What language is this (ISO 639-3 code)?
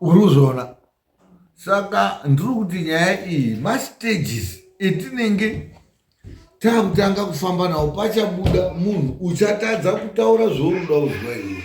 sna